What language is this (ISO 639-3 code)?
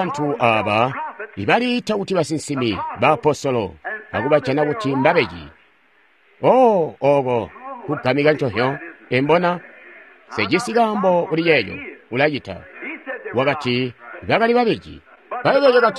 toi